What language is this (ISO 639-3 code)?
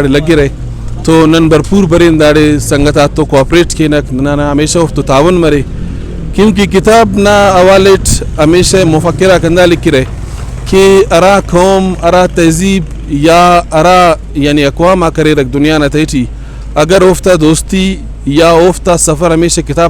brh